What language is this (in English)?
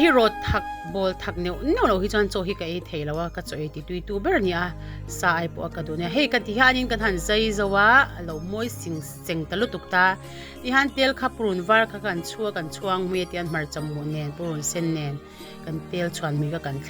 Mizo